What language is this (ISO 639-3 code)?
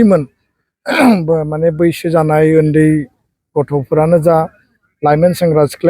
brx